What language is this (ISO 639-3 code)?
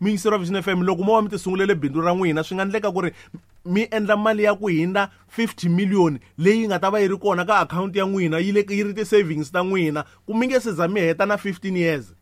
tso